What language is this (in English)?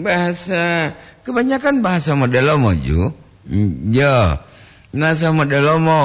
Gorontalo